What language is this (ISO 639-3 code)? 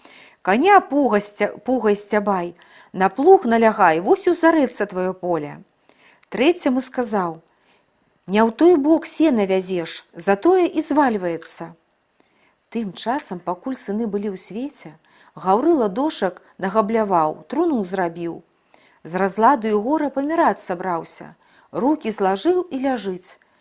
bel